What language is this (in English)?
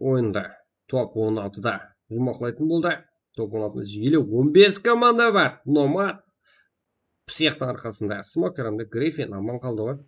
Kara-Kalpak